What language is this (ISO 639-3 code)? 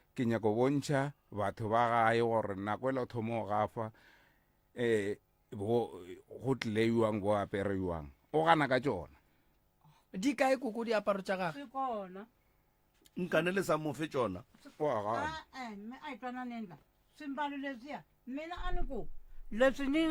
nso